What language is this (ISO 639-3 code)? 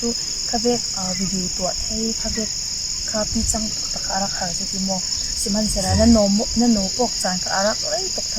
cfm